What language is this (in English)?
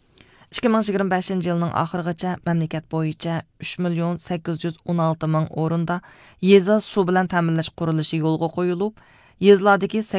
Uyghur